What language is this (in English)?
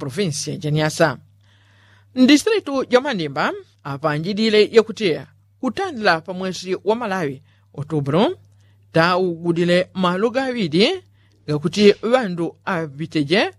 Yao